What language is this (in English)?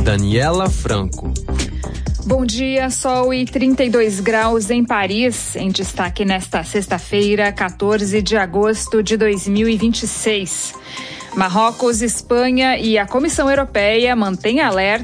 Portuguese